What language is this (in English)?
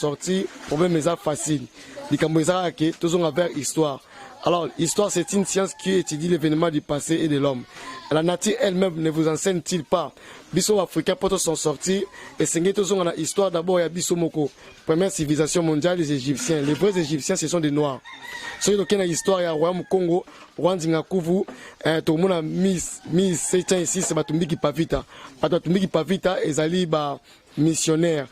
Lingala